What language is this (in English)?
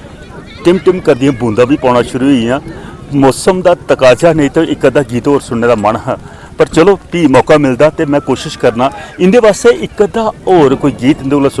Dogri